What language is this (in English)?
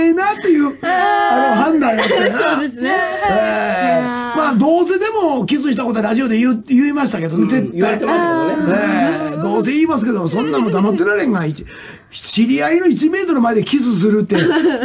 Japanese